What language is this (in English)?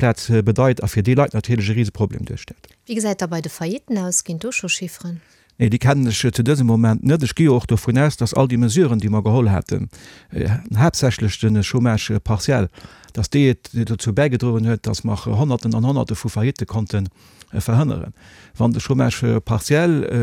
Luxembourgish